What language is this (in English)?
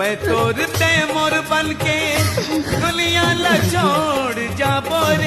Chhattisgarhi